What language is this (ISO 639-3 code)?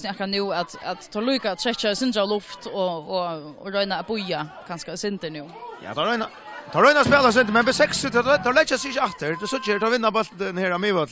fao